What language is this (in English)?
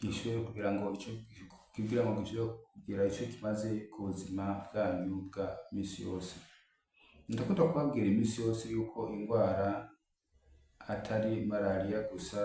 Rundi